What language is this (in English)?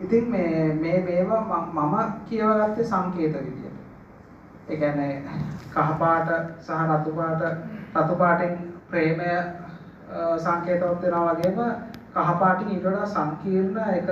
Sinhala